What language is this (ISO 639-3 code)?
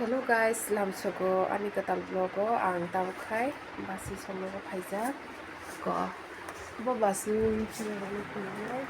trp